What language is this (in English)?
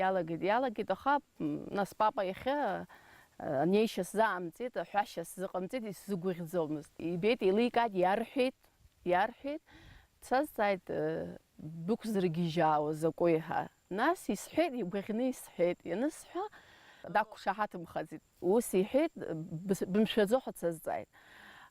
Abkhazian